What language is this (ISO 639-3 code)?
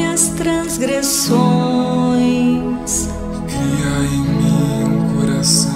por